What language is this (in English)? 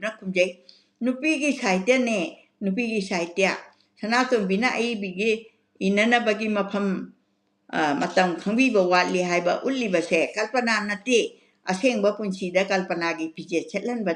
Manipuri